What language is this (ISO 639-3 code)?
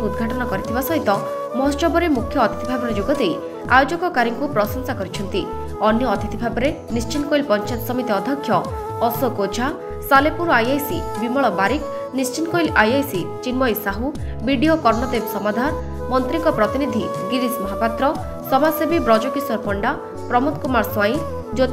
ori